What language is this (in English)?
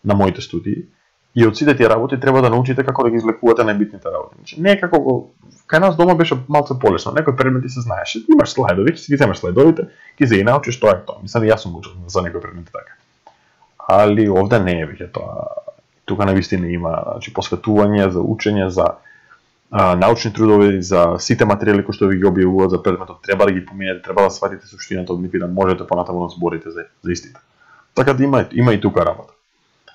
Macedonian